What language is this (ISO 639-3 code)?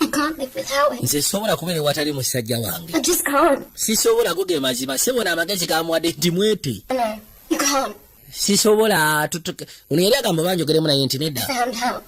lug